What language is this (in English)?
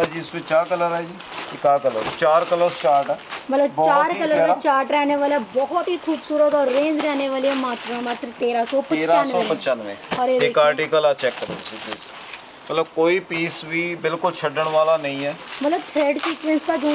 Hindi